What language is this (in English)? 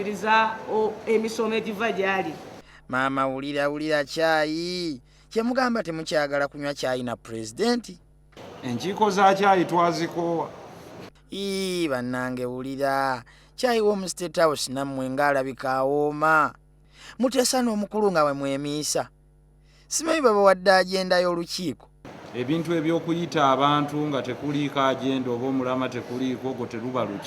Ganda